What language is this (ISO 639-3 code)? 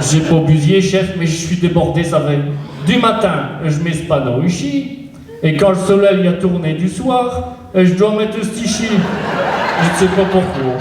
pcd